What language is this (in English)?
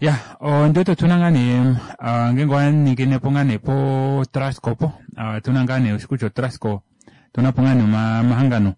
Kuanyama